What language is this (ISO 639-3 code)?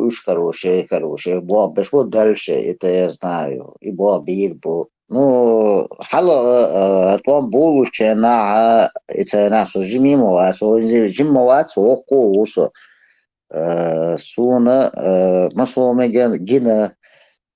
che